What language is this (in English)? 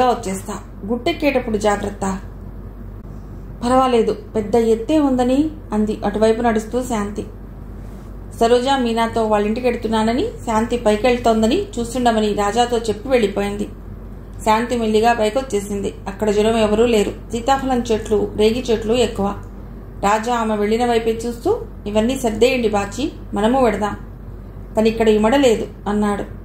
Telugu